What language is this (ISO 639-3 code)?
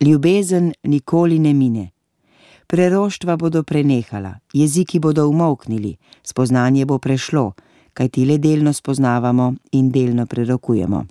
slv